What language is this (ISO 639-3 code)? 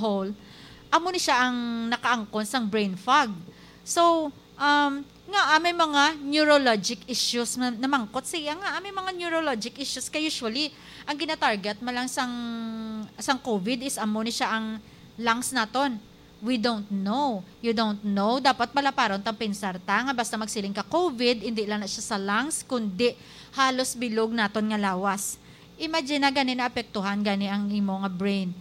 hil